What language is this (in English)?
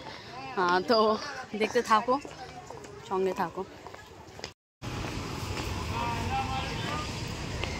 Bangla